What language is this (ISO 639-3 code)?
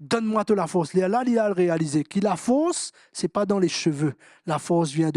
mfe